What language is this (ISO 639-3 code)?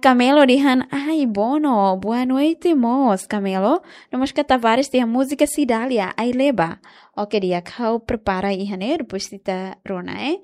tet